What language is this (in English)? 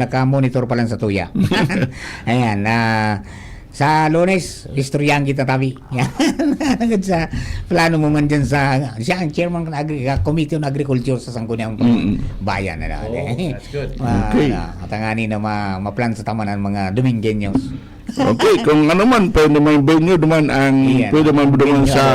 Bikol